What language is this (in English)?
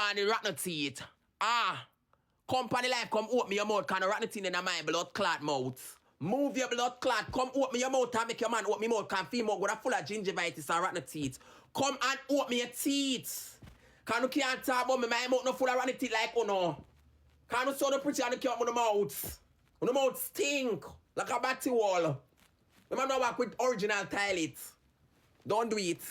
Jamaican Creole English